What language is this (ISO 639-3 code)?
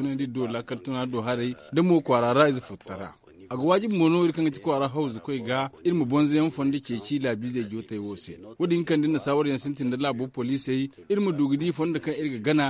dje